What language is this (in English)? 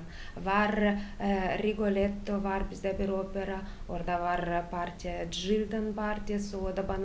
Gagauz